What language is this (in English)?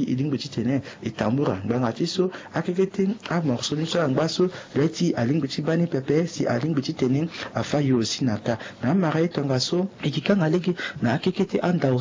Sango